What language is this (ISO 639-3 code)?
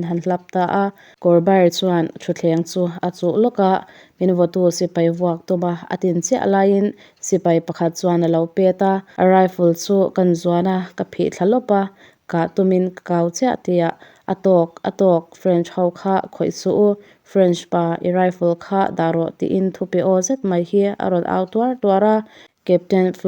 lus